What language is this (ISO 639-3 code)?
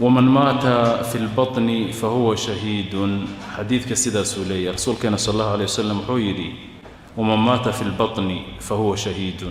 som